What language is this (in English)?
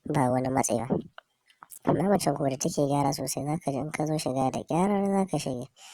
Hausa